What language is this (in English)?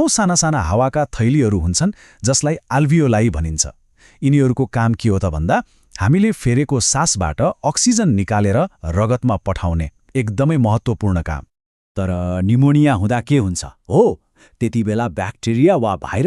Nepali